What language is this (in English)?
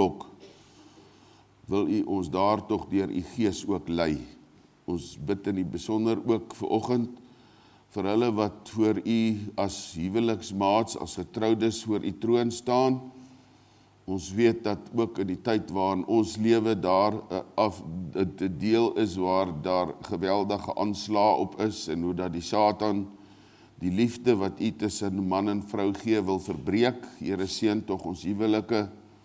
Afrikaans